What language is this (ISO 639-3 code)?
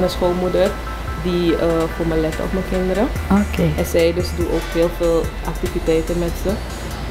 nld